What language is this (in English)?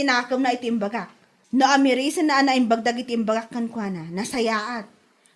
Iloko